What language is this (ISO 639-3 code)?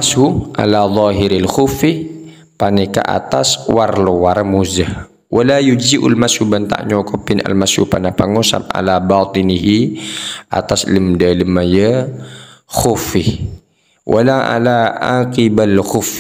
mad